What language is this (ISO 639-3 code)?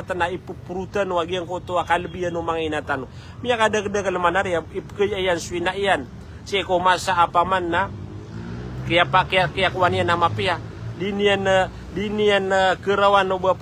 mrw